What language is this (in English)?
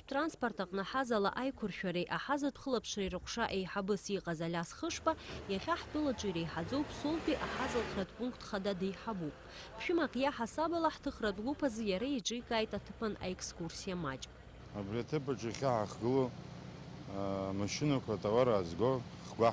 Abkhazian